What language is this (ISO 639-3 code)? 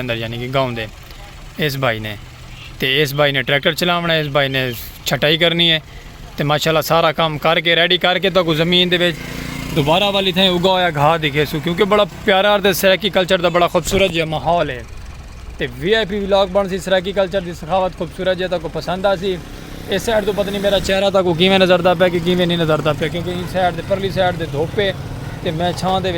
skr